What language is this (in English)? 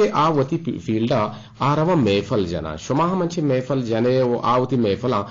Eastern Balochi